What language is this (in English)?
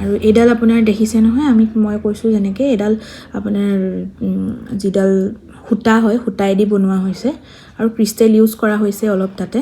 Assamese